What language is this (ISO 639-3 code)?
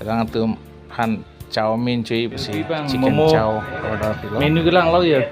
mjw